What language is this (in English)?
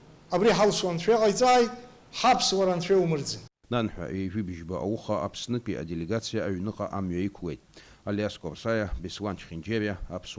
Abkhazian